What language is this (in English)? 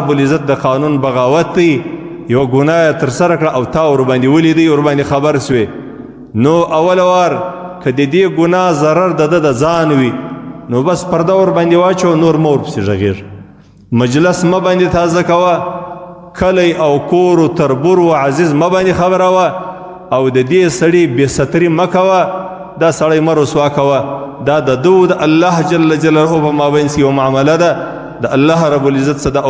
Pashto